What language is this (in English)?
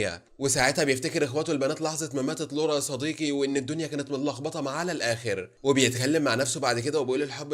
Egyptian Arabic